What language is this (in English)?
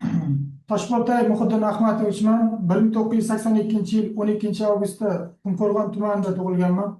Uzbek